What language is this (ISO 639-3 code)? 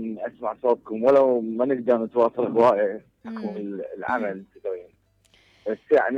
acm